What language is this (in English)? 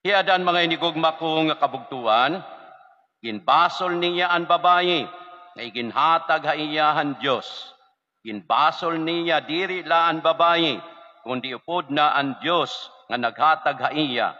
Waray